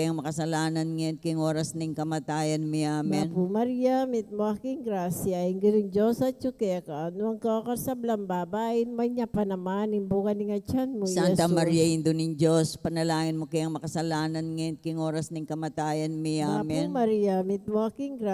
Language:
Pampanga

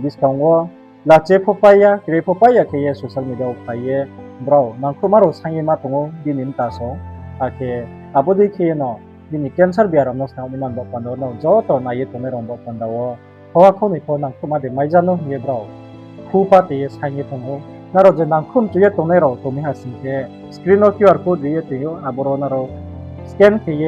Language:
Riang (India)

